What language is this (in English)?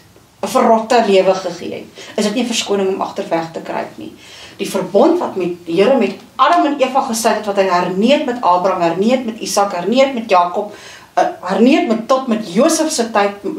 Afrikaans